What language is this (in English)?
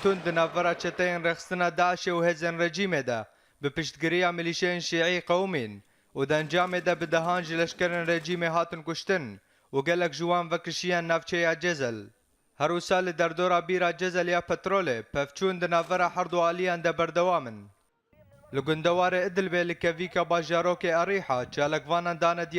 Kurdish